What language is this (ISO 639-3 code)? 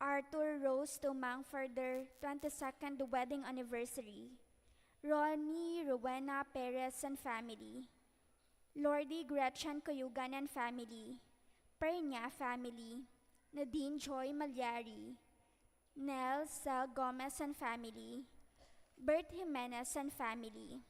pam